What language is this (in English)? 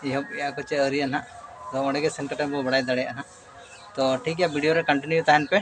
Santali